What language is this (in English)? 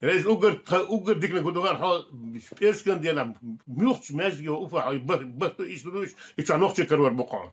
Chechen